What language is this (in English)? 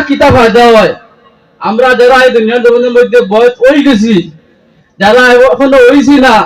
Sylheti